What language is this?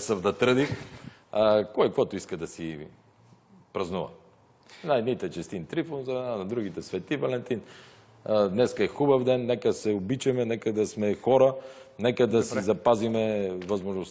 Bulgarian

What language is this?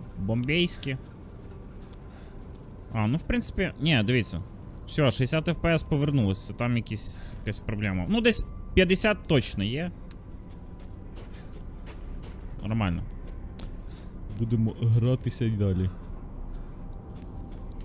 Ukrainian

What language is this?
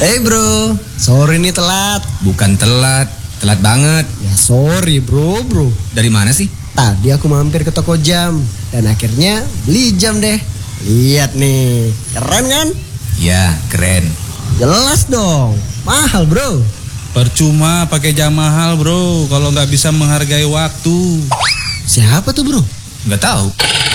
Indonesian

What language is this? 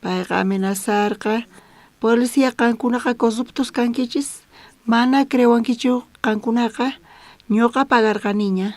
South Bolivian Quechua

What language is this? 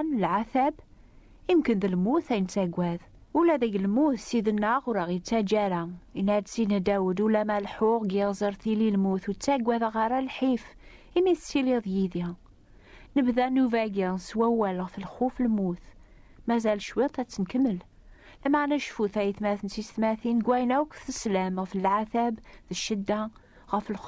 Kabyle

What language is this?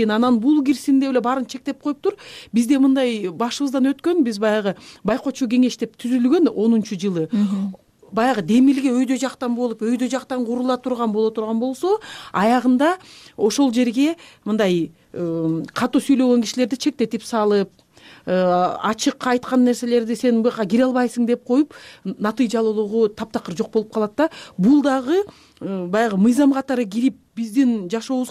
Kyrgyz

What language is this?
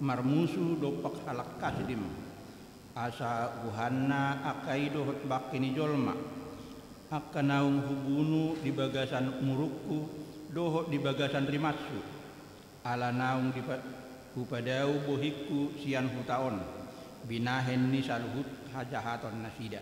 Batak Toba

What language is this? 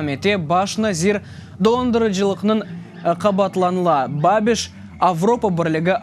Crimean Tatar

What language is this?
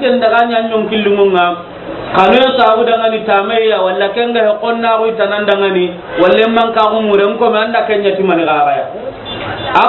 Soninke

